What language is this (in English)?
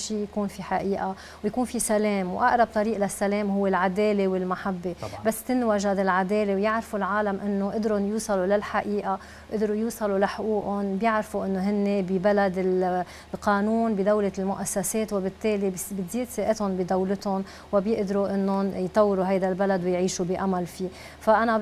North Levantine Arabic